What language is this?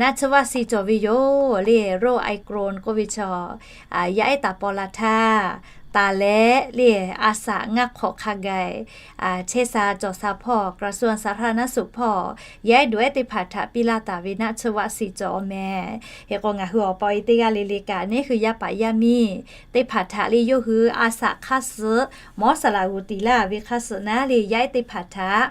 Lahu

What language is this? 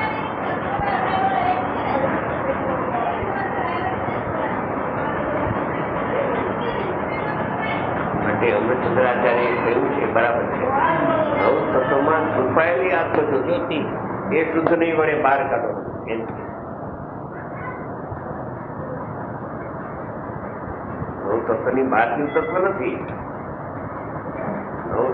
Gujarati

